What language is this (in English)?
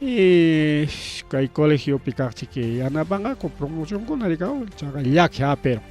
Ayacucho Quechua